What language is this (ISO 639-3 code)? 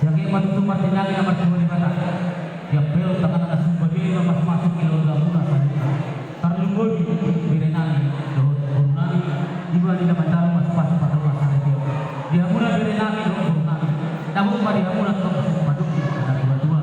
bbc